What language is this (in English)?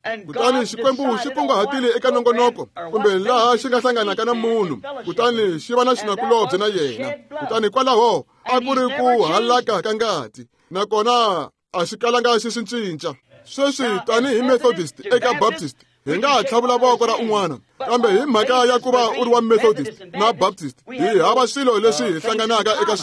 Tsonga